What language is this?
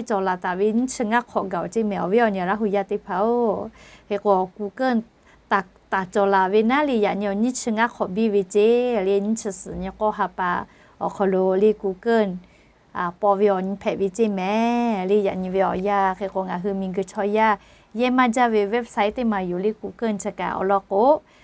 Lahu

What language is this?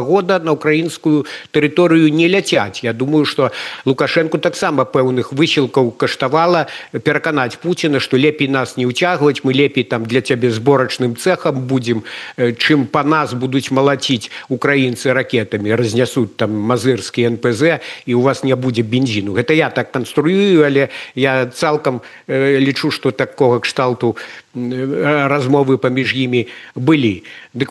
Belarusian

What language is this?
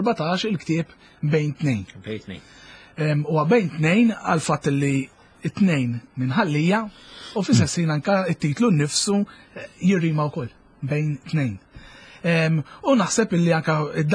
Maltese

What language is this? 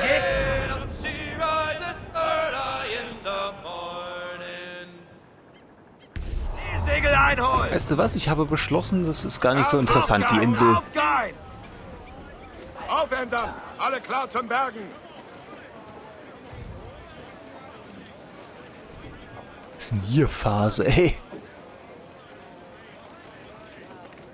German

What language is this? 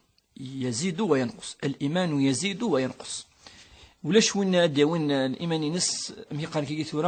Kabyle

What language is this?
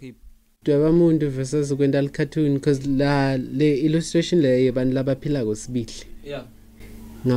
Swati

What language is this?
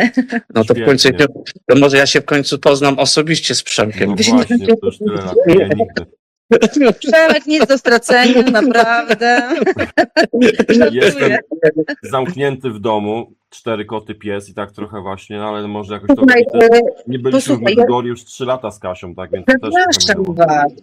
Polish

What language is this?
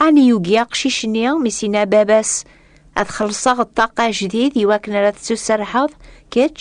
Kabyle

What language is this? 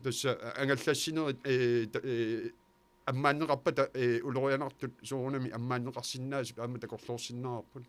Kalaallisut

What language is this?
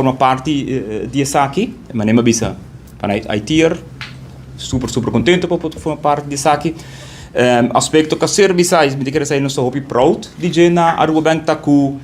Papiamento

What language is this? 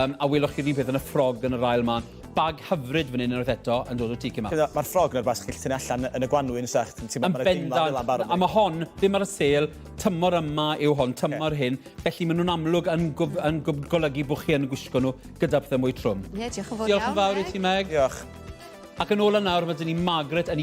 Welsh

